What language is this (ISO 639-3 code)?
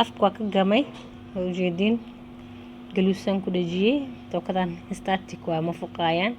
som